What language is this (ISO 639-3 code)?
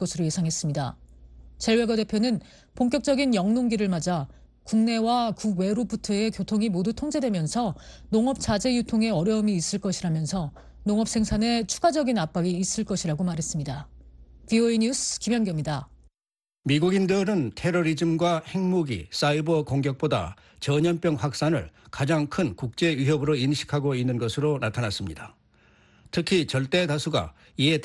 kor